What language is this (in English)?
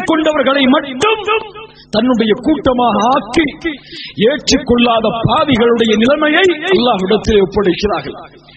Tamil